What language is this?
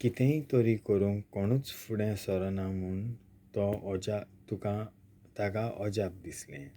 Konkani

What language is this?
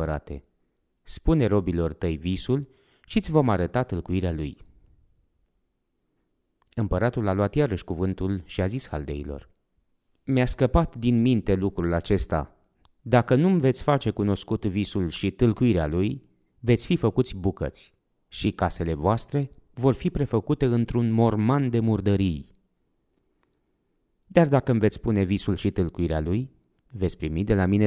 Romanian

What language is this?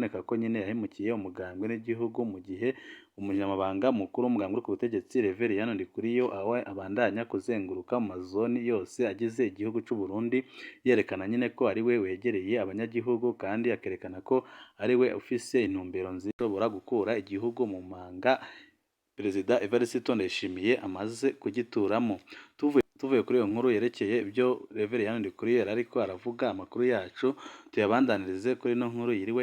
Rundi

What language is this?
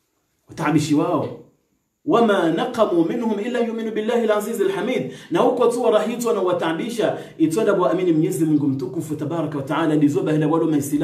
Swahili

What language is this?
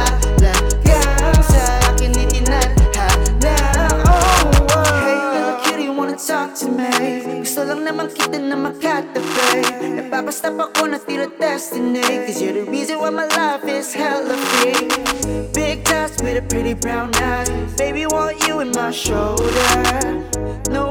Filipino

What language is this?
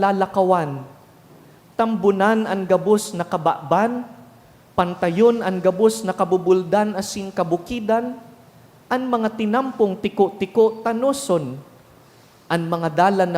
Bikol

